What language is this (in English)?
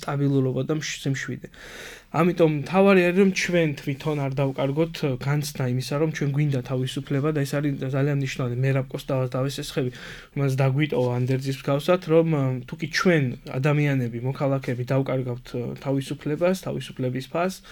Georgian